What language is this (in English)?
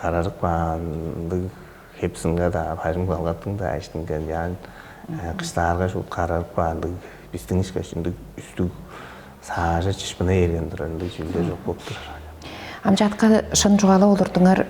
Tuvinian